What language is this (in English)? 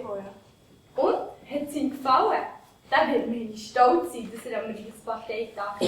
Swiss German